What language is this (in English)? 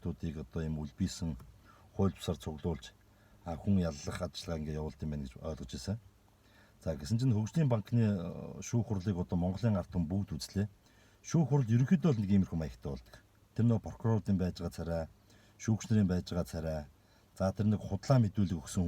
Mongolian